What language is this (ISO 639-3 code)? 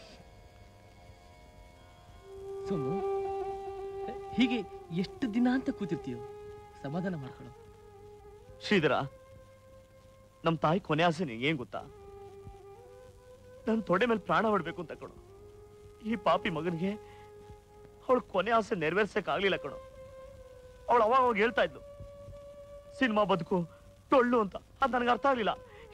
kan